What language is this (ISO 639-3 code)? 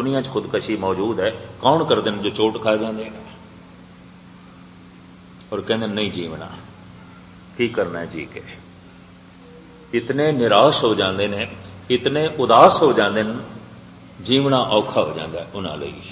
pan